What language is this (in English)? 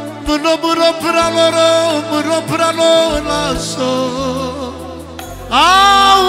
Romanian